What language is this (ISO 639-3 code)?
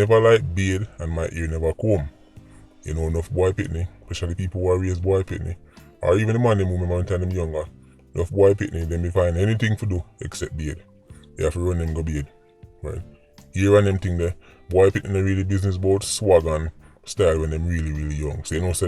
jam